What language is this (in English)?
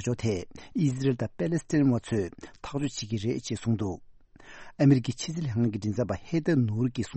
Tibetan